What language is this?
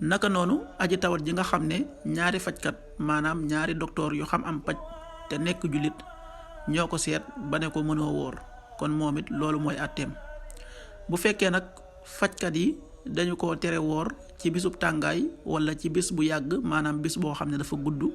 Wolof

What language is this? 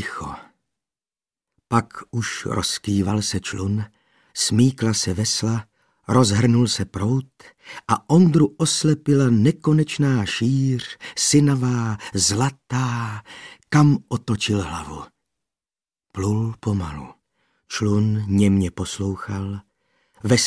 Czech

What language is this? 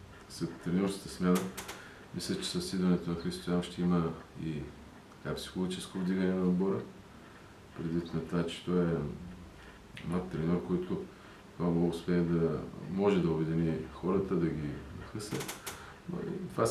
Bulgarian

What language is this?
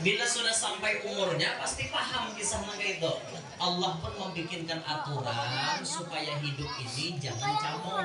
Banjar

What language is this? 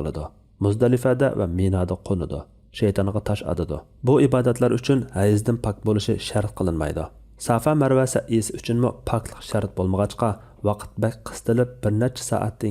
Uyghur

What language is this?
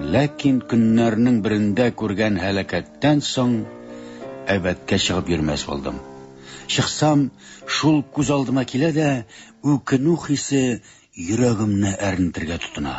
Tatar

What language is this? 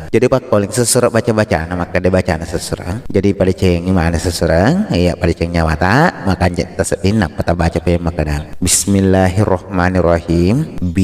Buginese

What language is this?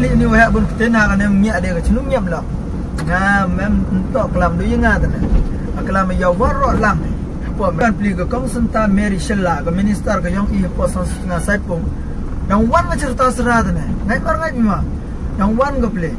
Khasi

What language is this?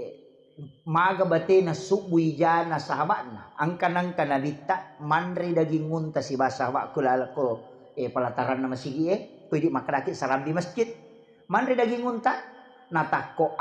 Buginese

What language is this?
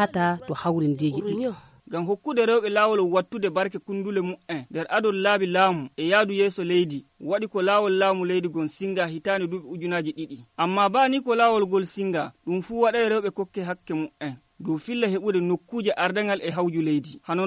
Nigerian Fulfulde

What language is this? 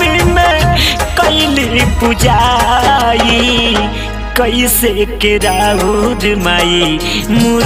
Bhojpuri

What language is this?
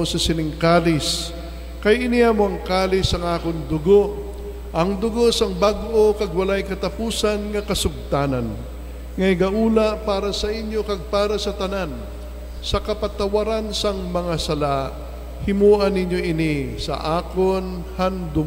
Hiligaynon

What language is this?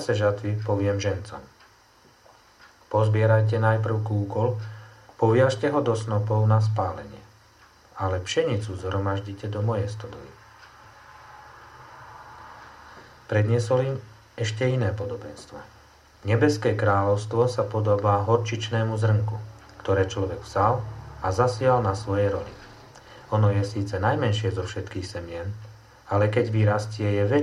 Slovak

